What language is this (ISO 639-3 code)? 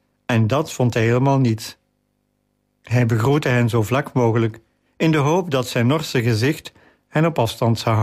nld